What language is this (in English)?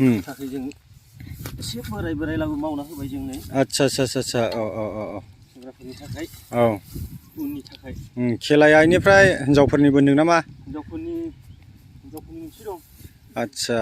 Bodo